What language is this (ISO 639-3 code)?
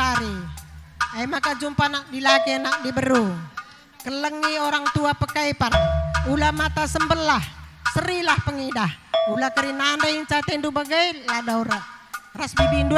btx